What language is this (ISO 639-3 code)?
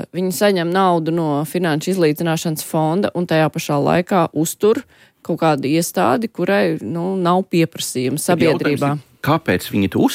lav